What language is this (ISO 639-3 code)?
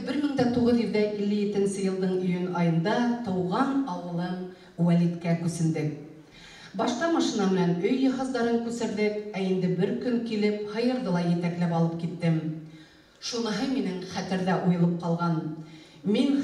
bak